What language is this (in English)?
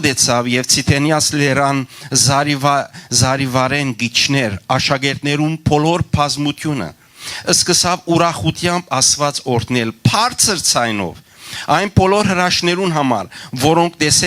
Western Armenian